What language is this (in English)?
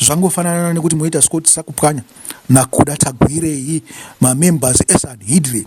Shona